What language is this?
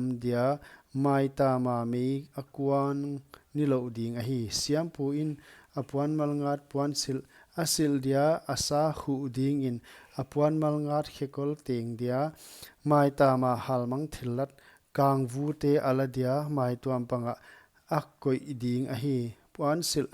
Paite Chin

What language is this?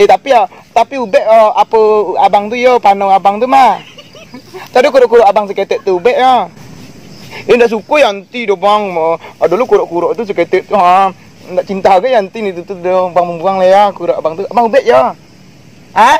Minangkabau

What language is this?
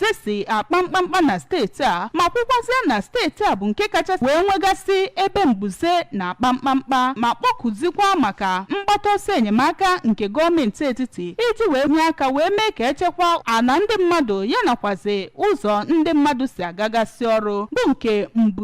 Igbo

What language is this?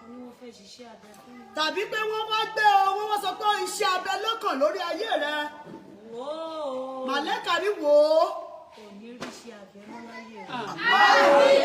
Yoruba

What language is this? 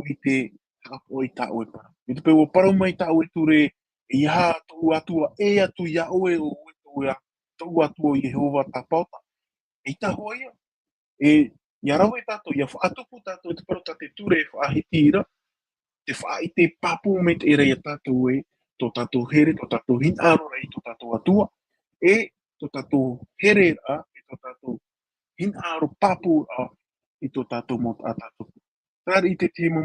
Tahitian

